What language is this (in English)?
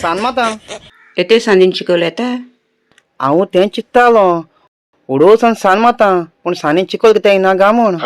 Konkani